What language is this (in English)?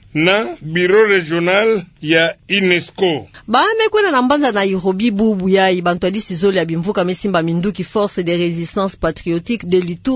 Kituba (Democratic Republic of Congo)